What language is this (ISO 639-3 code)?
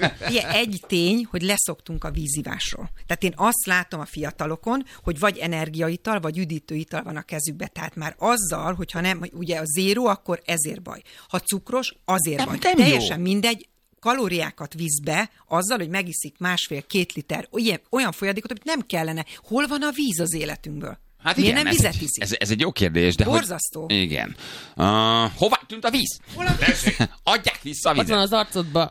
hun